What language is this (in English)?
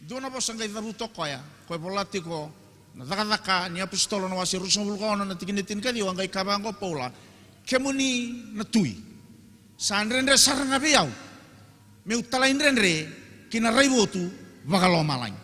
Fijian